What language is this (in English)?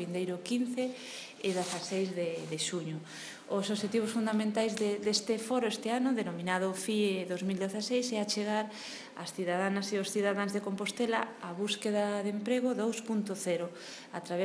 Galician